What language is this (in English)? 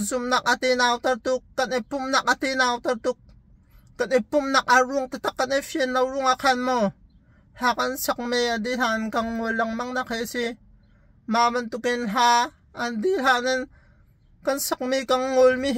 Hakha Chin